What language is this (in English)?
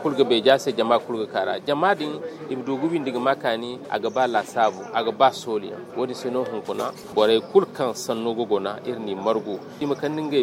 Zarma